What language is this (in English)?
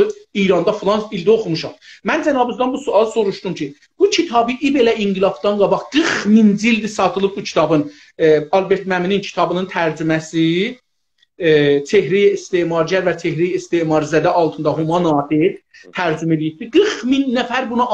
South Azerbaijani